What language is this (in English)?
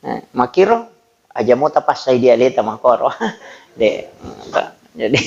Buginese